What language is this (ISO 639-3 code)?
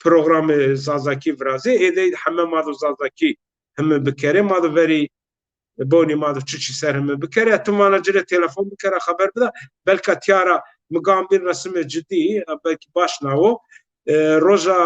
zza